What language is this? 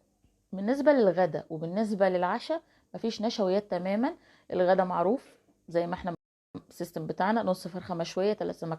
Egyptian Arabic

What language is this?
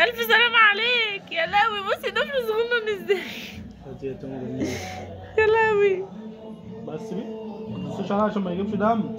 Egyptian Arabic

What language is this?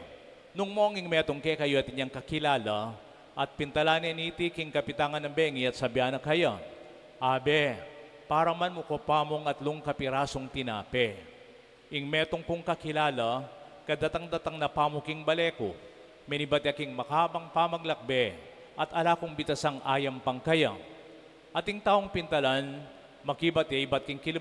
Pampanga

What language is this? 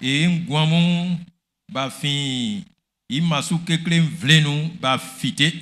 Baoulé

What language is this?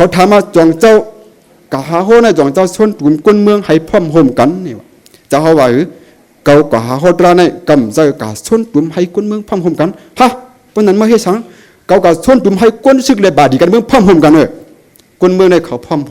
Shan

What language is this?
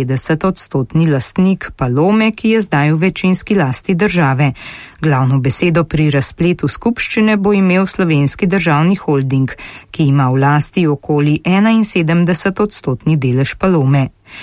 Slovenian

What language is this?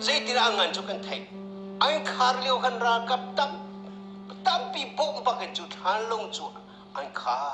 Hakha Chin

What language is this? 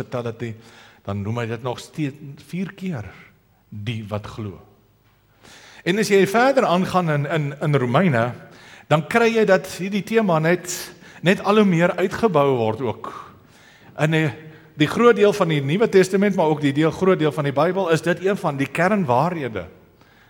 Afrikaans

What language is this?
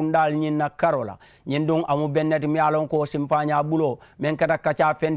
Mandingo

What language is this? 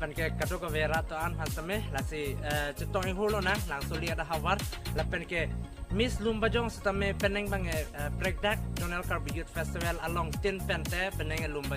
Karbi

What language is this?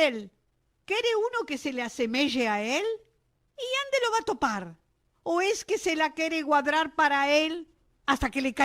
Ladino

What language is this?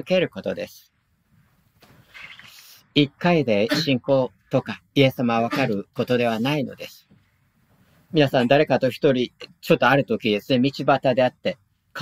Japanese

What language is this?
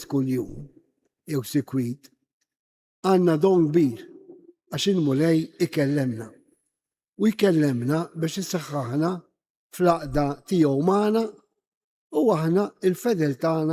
Maltese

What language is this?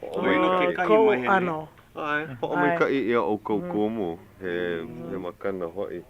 Hawaiian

